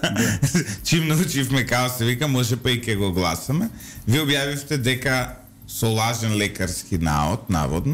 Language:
Macedonian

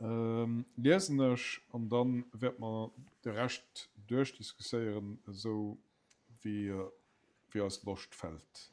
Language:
Luxembourgish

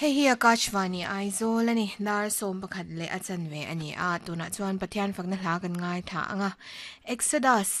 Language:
Mizo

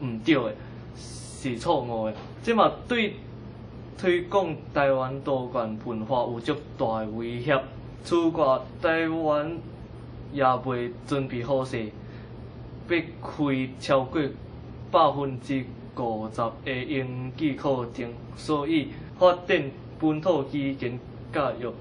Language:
Min Nan Chinese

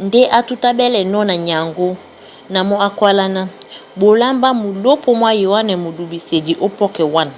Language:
Duala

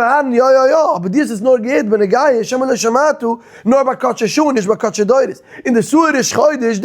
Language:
Yiddish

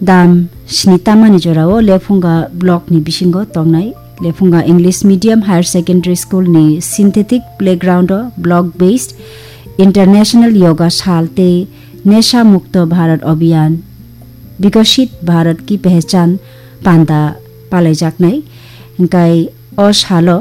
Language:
Kok Borok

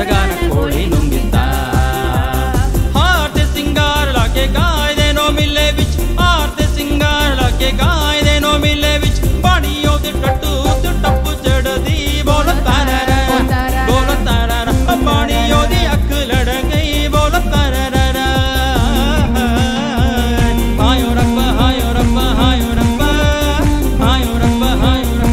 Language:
Kannada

